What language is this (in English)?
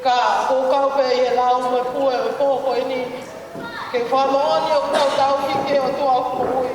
Tongan